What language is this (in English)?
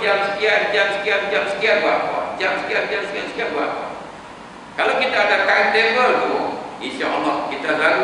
Malay